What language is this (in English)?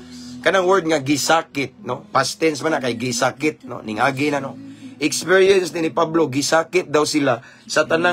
Cebuano